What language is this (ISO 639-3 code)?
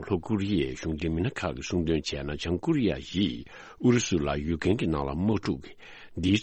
bod